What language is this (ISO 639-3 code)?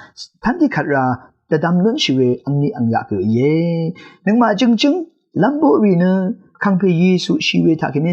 raw